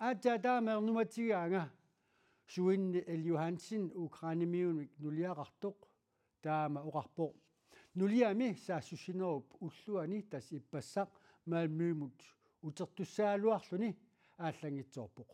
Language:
Kalaallisut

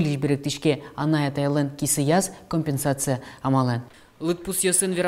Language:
Udmurt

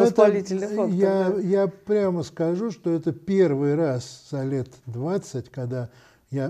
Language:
Russian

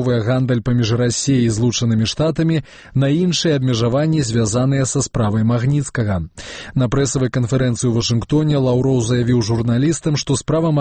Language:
Belarusian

